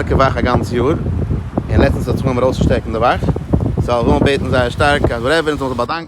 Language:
Yiddish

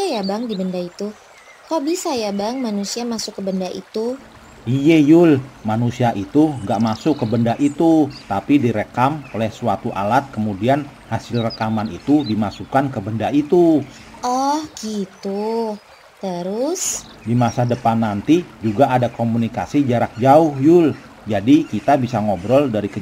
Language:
Betawi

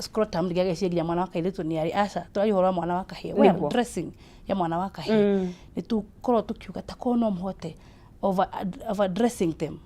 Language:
Kikuyu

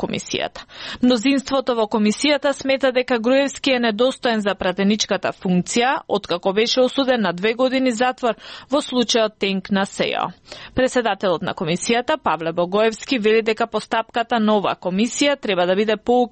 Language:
Macedonian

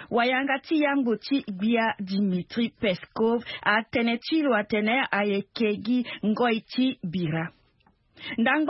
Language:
Sango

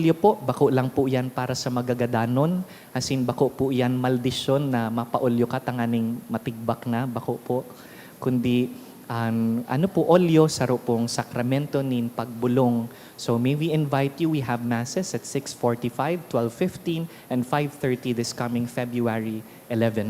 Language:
Bikol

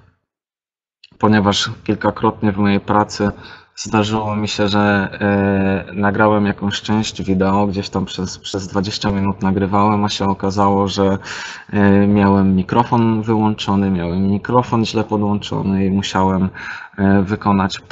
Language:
Polish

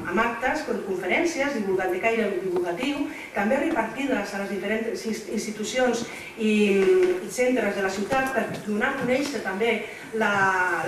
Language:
Catalan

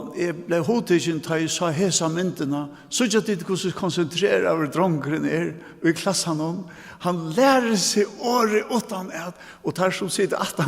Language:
Faroese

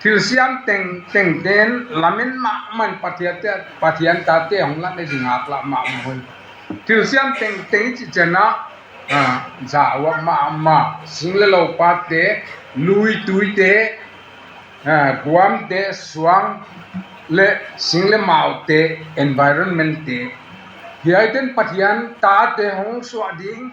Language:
Tedim Chin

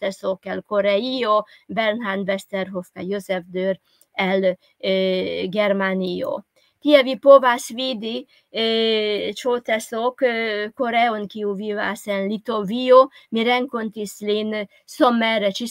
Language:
Esperanto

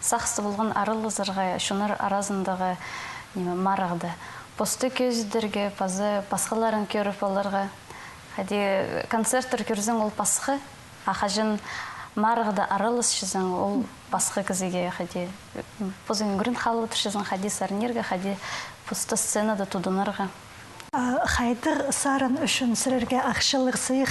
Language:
Khakas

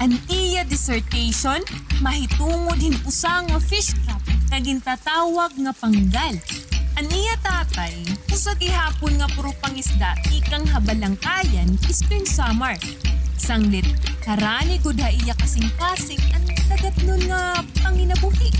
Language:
Waray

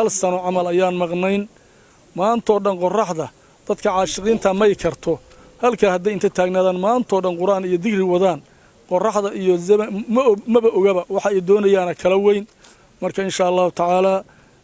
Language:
Somali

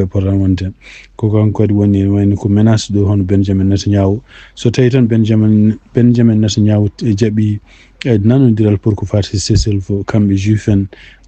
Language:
Fula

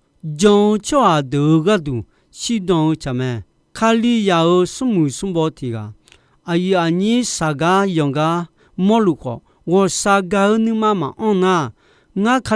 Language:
Akha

